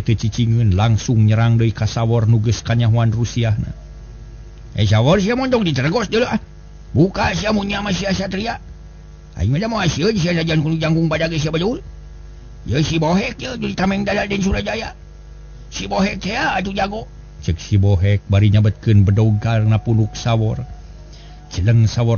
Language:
Sundanese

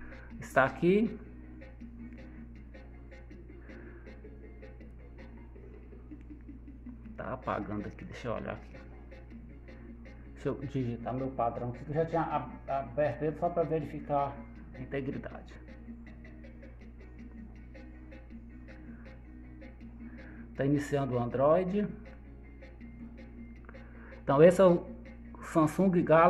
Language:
Portuguese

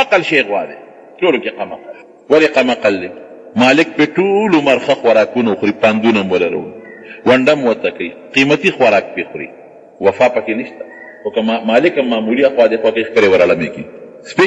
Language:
Pashto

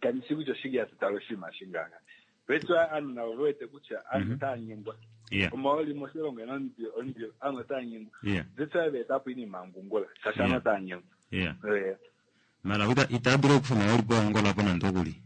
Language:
Kuanyama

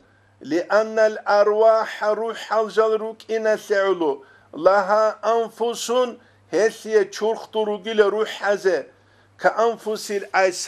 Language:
Avaric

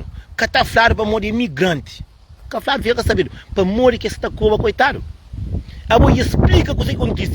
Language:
Kabuverdianu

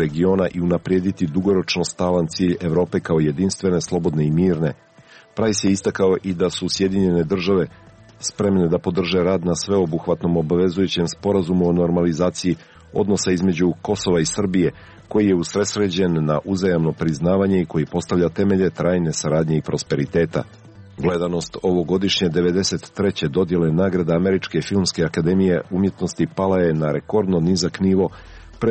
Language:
Serbian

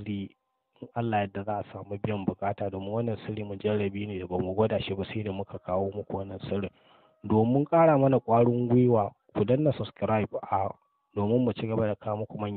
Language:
Hausa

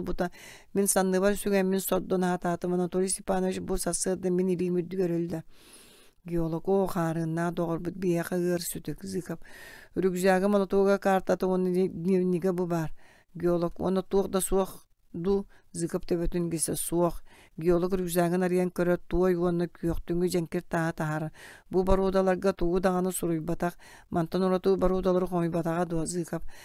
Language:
Yakut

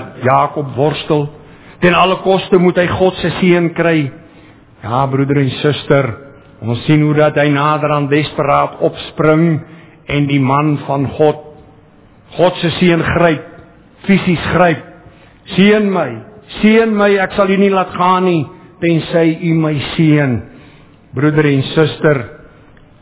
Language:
Afrikaans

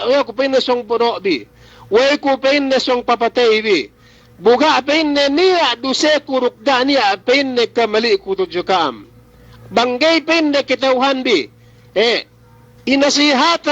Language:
Yakan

